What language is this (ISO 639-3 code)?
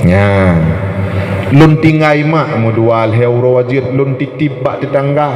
ace